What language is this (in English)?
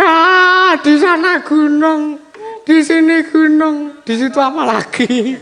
Javanese